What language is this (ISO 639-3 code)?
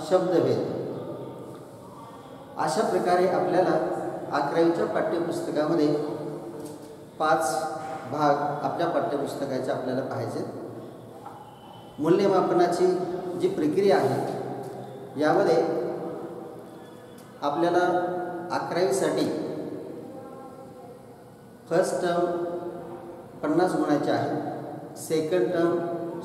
mar